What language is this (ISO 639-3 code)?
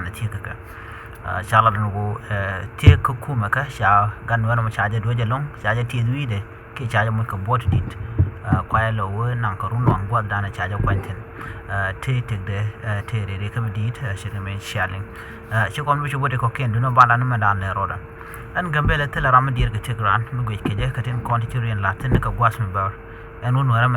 nus